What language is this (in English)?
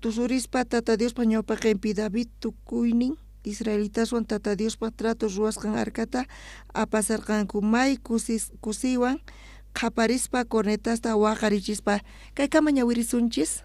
South Bolivian Quechua